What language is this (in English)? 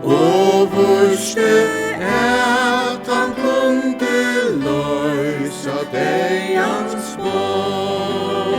Faroese